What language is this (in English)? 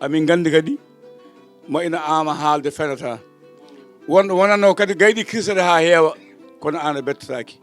Fula